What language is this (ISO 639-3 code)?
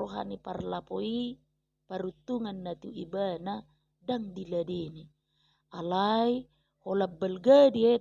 bbc